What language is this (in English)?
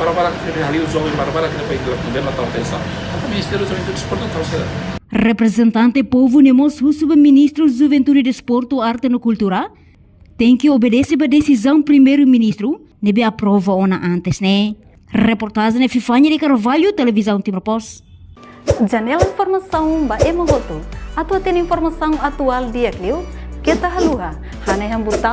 Tetum